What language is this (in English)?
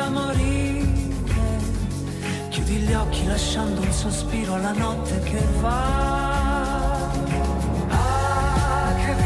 Italian